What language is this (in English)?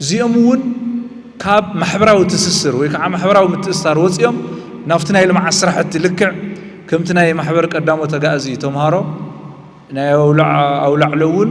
Tigrinya